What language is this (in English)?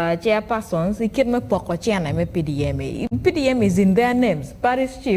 Acoli